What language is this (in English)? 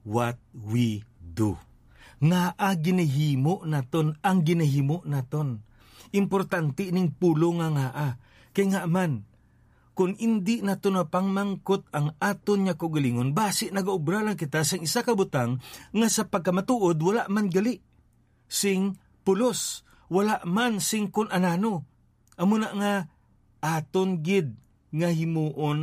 Hiligaynon